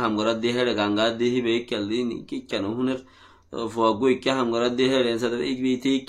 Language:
Rohingya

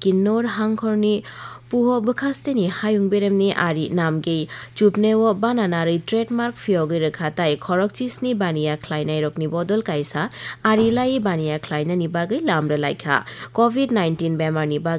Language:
Kok Borok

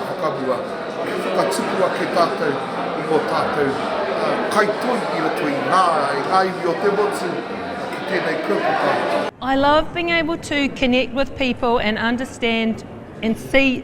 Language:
Māori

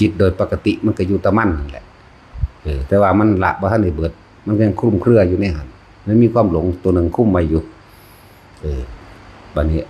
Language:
Northeastern Thai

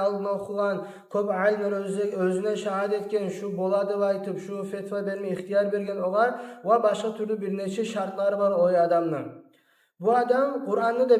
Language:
Kumyk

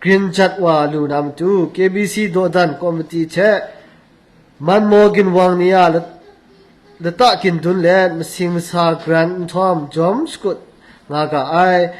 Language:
Kachin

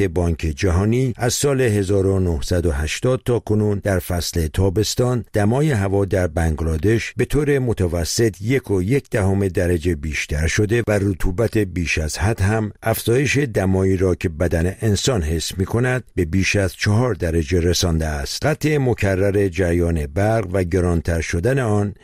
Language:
Persian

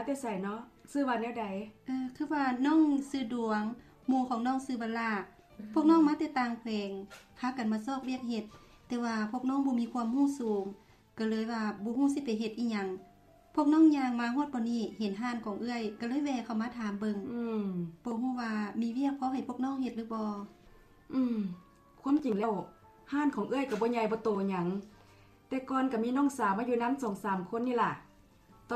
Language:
Lao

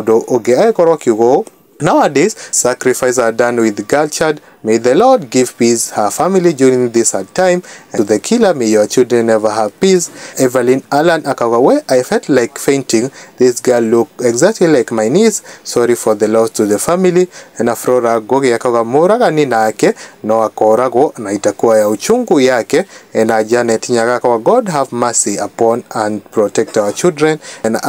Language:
Kikuyu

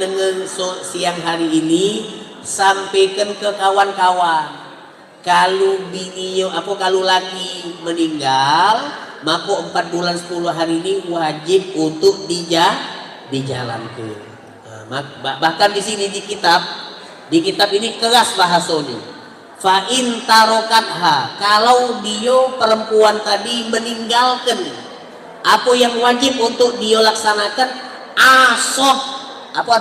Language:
Musi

